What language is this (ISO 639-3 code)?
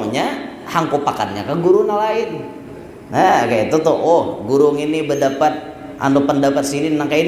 bjn